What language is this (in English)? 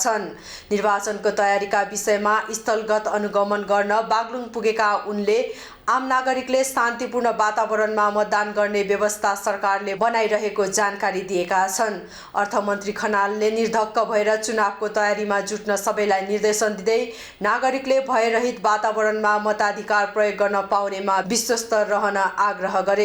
Nepali